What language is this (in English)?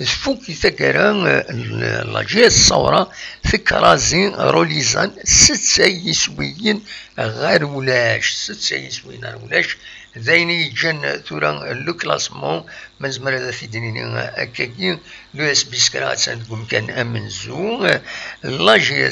Kabyle